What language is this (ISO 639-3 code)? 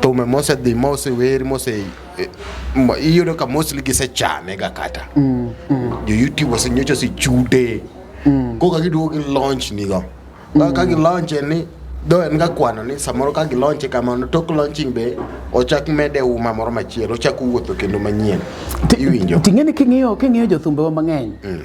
luo